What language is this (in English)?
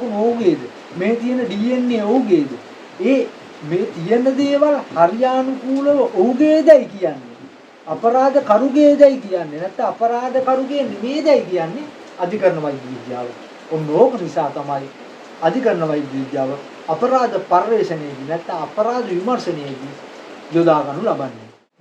Sinhala